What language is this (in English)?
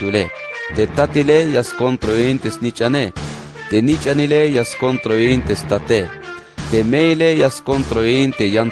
Tzeltal